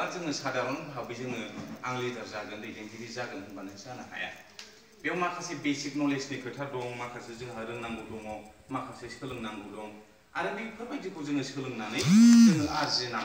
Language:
Bodo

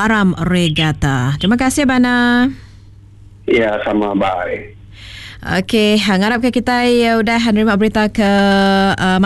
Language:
Iban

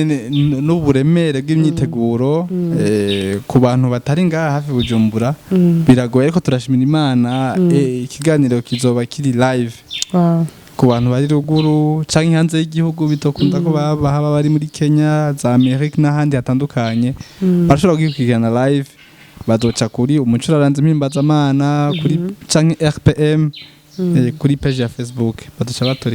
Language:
Rundi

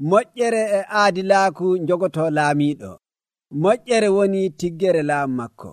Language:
Nigerian Fulfulde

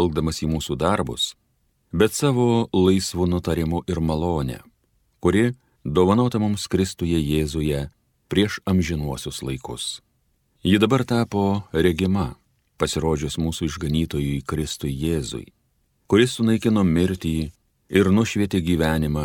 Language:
Lithuanian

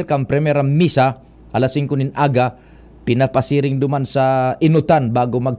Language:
Bikol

